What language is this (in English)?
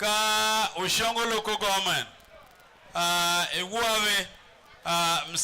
Tiv